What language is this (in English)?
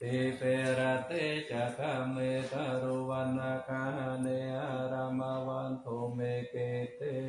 Pali